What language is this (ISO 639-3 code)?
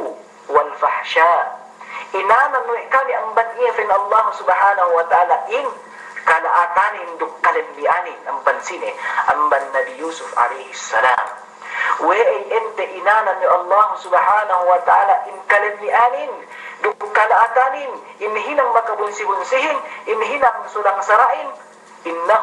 yka